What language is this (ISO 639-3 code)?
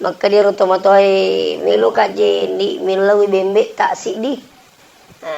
bug